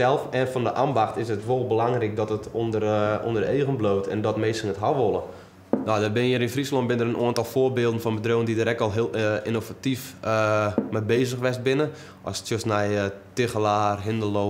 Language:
Western Frisian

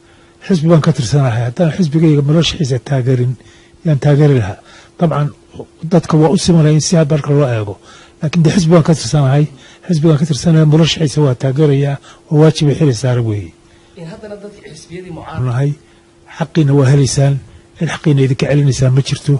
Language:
Somali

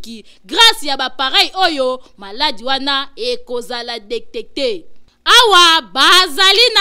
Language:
Lingala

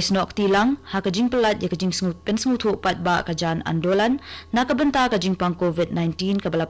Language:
Khasi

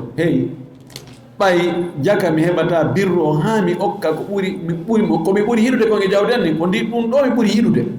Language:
Fula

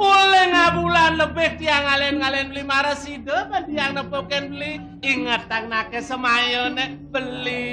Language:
Balinese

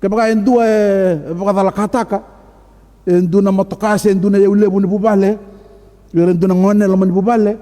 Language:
Fijian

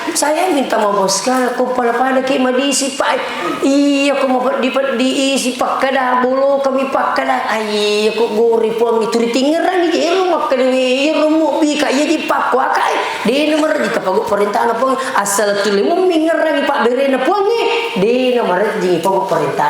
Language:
Buginese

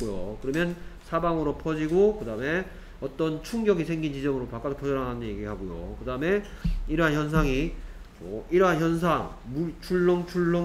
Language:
Korean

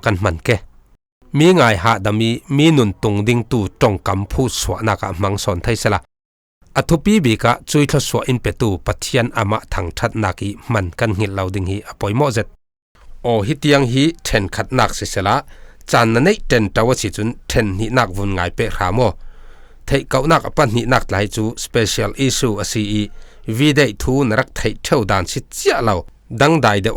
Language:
Falam Chin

